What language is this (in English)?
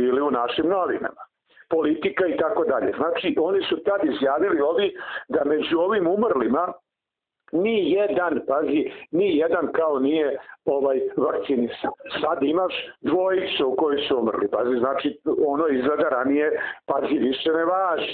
Serbian